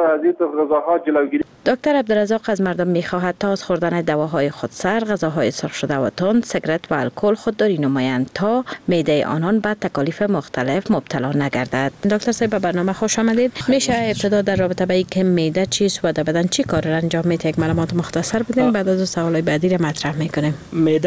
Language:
Persian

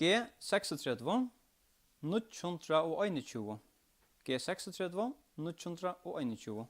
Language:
Faroese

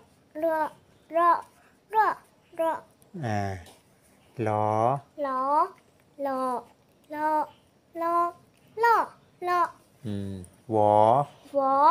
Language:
Shan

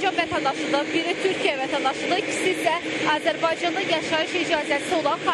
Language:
Azerbaijani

